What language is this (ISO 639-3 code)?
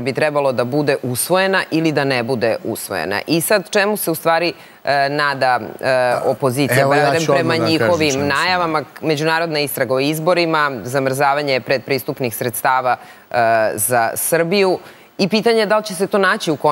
srp